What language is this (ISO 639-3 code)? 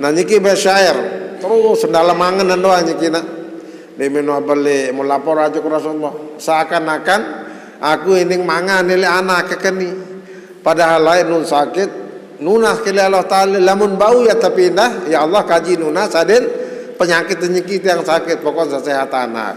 sas